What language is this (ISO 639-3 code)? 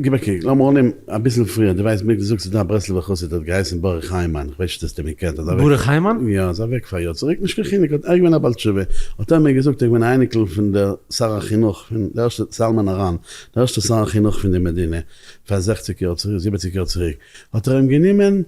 yid